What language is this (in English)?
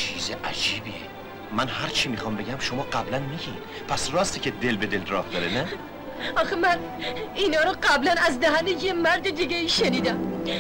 Persian